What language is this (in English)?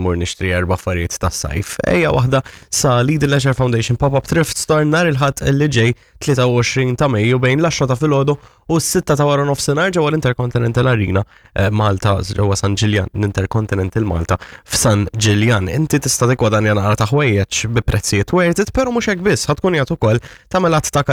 Maltese